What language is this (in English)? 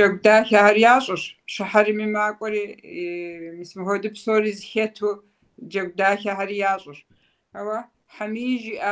Kabardian